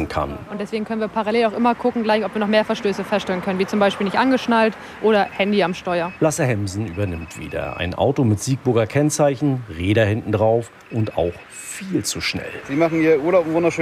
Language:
German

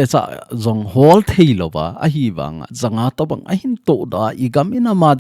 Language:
Thado Chin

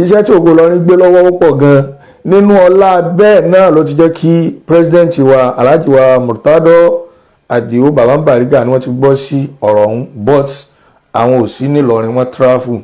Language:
Yoruba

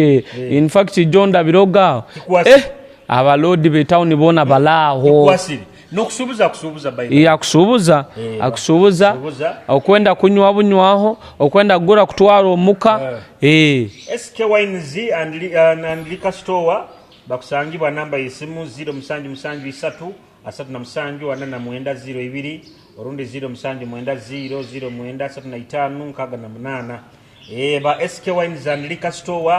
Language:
Nyoro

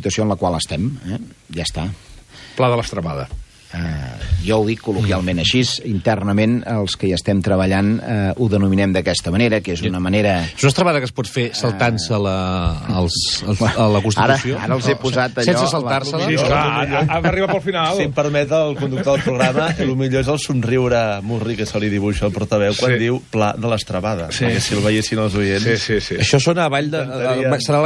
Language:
Catalan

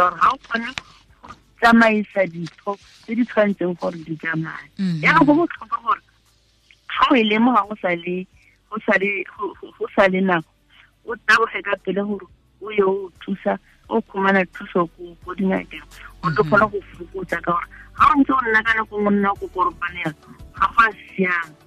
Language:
Tswana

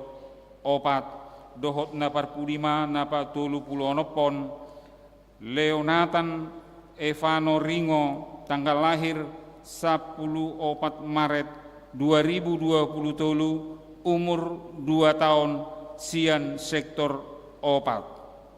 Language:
Batak Toba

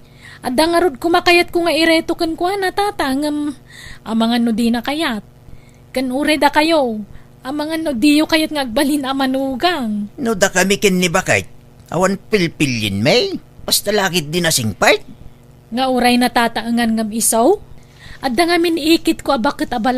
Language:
Iloko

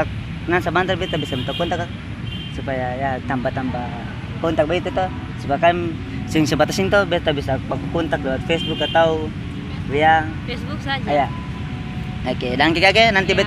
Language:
Ambonese Malay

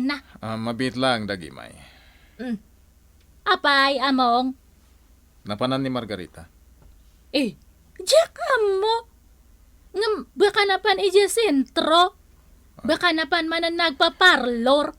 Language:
Iloko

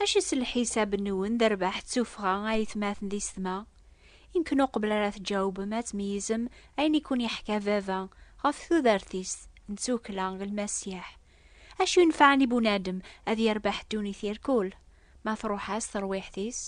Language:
Kabyle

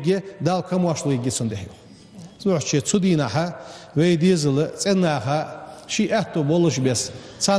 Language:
Ingush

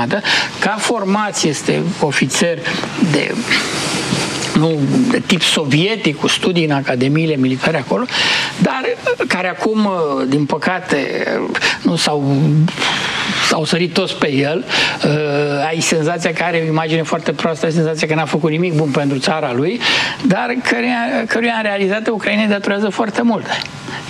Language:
Romanian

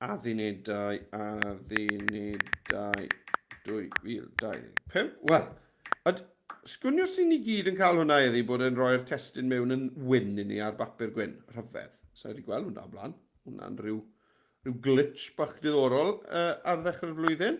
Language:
Welsh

